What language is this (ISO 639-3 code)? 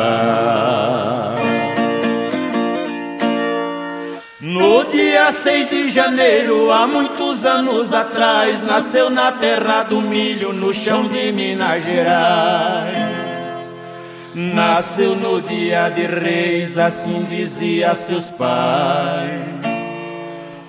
por